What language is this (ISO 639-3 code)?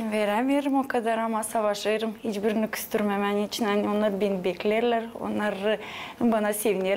gag